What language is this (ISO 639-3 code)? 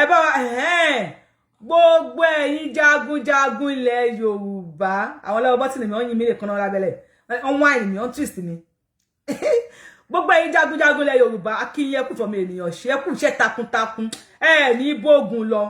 yor